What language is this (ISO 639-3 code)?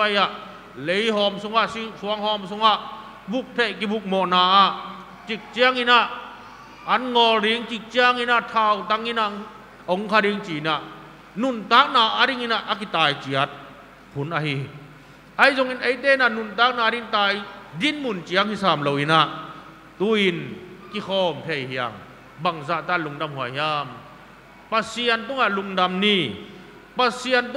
ctd